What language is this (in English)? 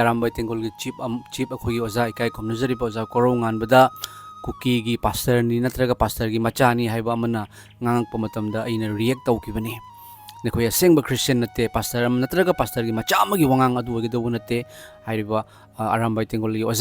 Manipuri